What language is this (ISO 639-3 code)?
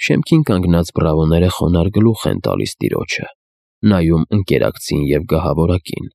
hye